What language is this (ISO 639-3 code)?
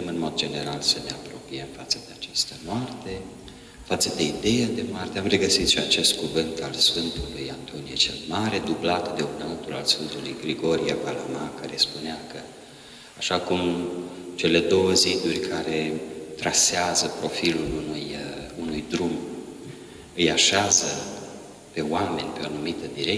ron